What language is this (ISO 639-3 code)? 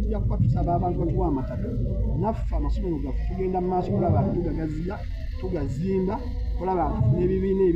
lug